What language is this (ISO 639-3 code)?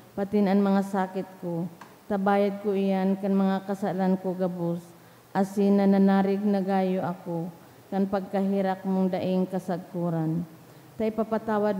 bik